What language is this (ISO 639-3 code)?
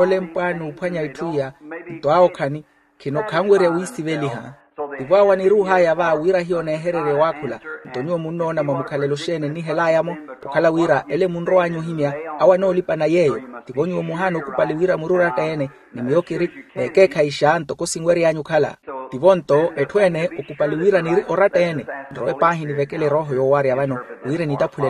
vmw